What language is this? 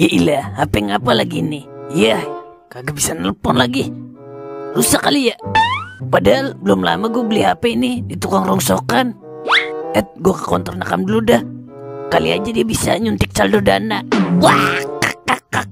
Betawi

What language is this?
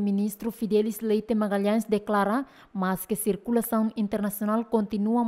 Tetum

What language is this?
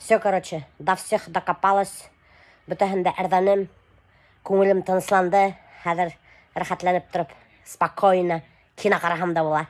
Bashkir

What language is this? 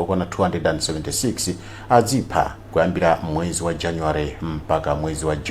Nyanja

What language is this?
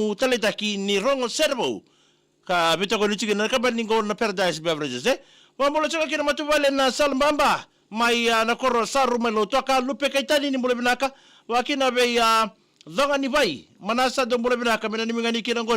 Fijian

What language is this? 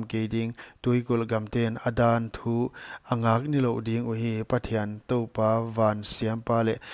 Paite Chin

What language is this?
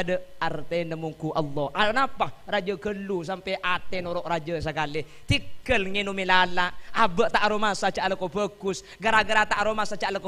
Madurese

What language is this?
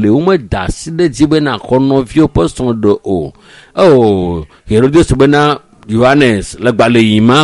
Ewe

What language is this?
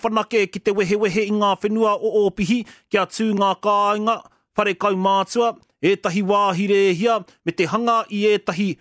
Māori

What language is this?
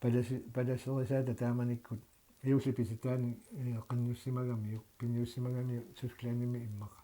Kalaallisut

